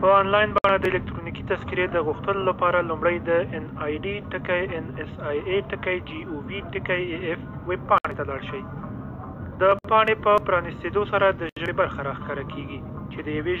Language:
Pashto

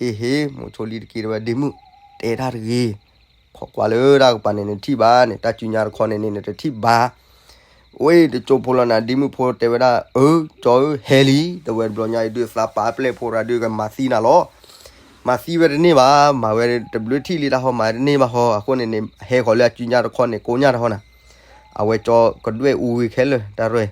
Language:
S'gaw Karen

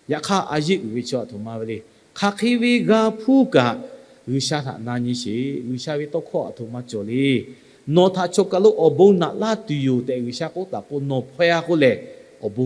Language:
Lahu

